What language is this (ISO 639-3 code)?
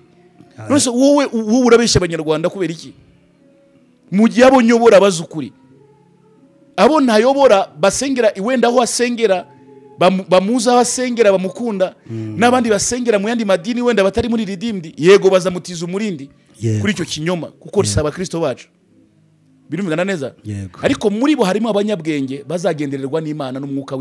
kin